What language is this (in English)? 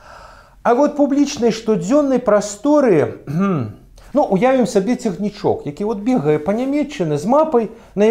Belarusian